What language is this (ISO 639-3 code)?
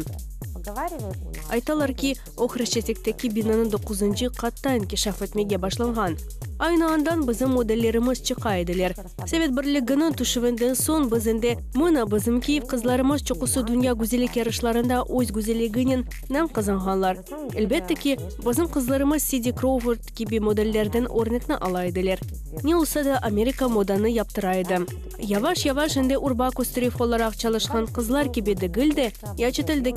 crh